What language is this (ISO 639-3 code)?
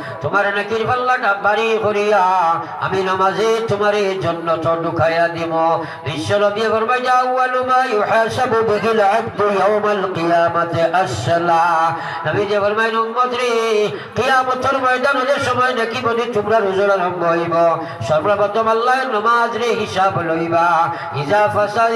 syl